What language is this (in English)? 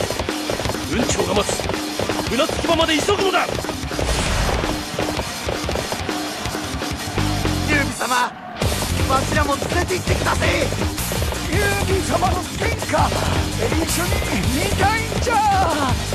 Japanese